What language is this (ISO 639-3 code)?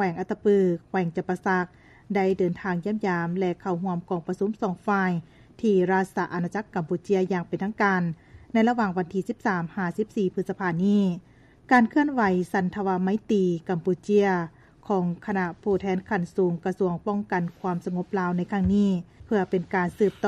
lao